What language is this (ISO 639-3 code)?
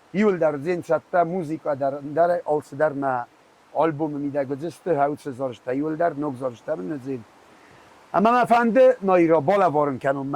oss